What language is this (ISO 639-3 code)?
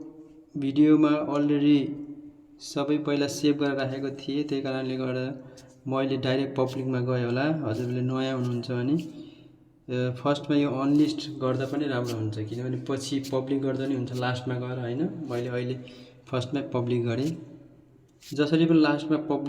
nep